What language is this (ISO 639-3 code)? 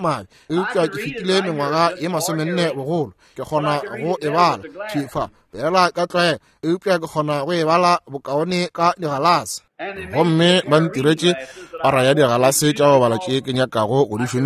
nso